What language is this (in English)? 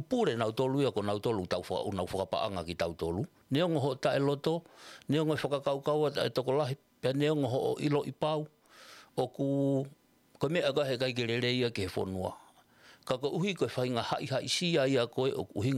Tongan